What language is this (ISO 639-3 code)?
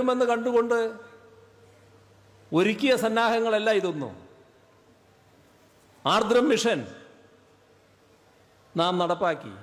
mal